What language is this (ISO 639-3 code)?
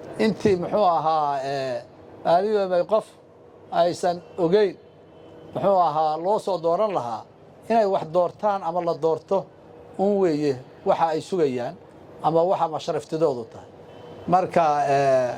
som